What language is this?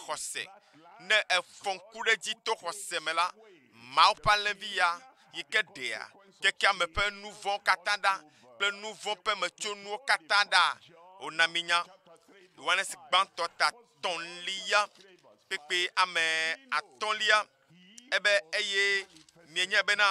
Ewe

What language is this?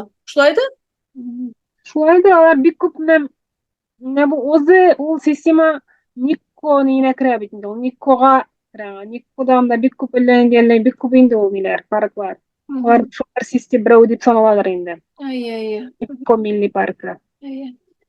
Tatar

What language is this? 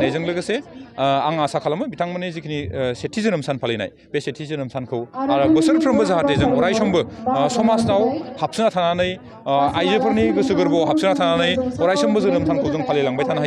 Bodo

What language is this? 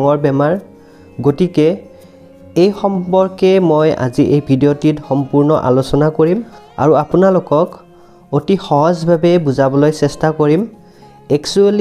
Assamese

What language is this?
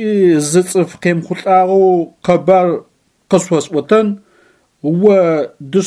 Adyghe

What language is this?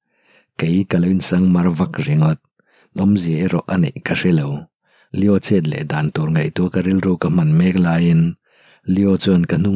Mizo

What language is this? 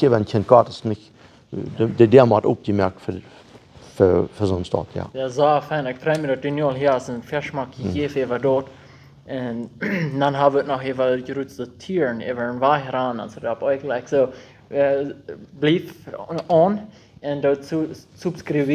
Plautdietsch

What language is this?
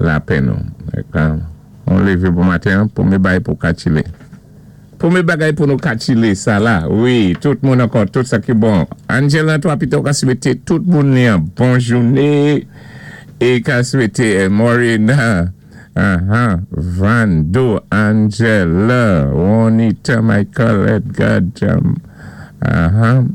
Saint Lucian Creole French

